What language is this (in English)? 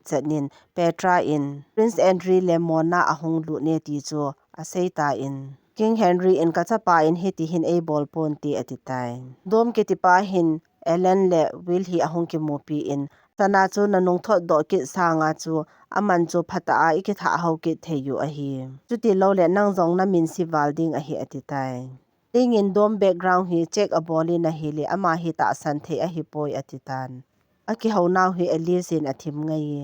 Thado Chin